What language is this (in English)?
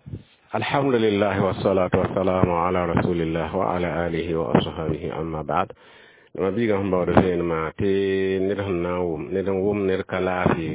Mossi